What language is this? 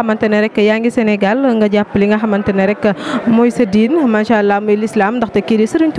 Wolof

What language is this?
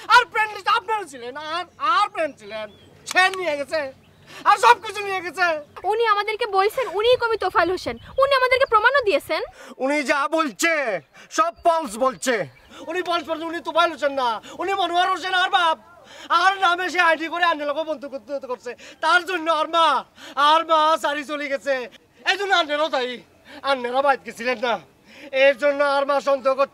Bangla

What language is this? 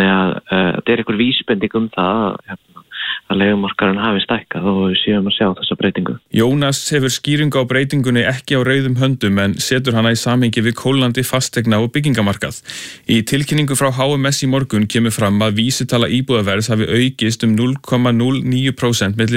Icelandic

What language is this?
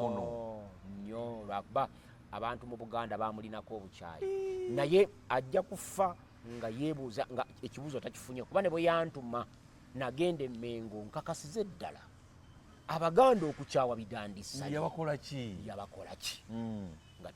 Ganda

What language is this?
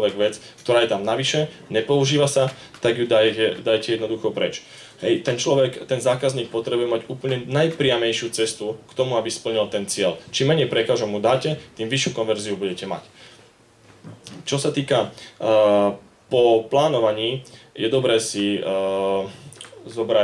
Slovak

